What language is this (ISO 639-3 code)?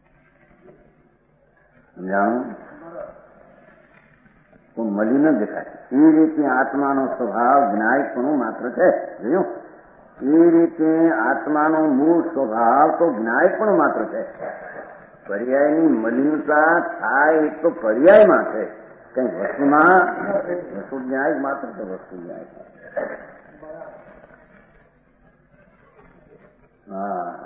guj